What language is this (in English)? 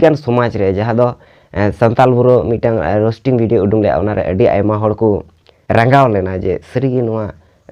Santali